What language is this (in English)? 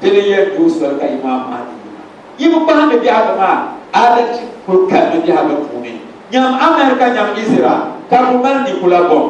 Dagbani